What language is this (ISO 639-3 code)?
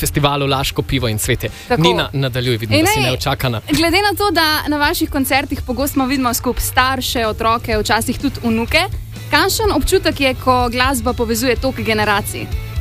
slv